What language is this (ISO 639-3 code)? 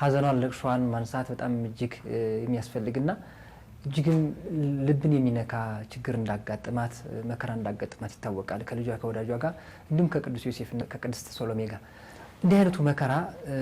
amh